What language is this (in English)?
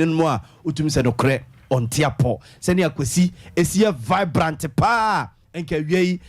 Akan